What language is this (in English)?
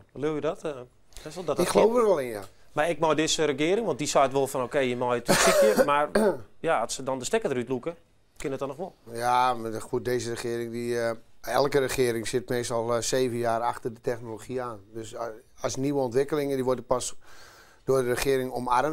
Western Frisian